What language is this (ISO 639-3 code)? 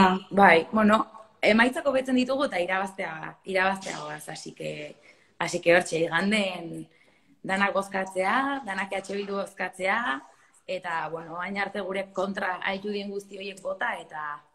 eus